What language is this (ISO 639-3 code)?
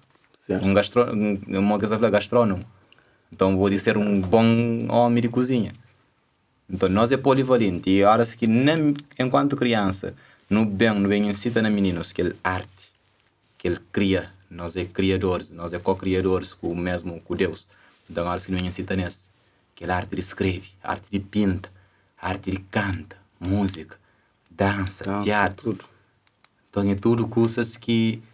kea